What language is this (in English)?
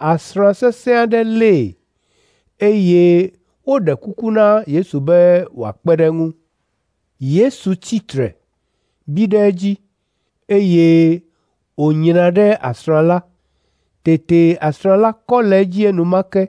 Ewe